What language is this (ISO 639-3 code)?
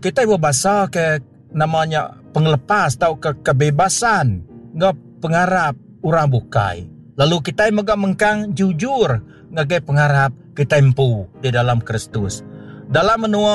iba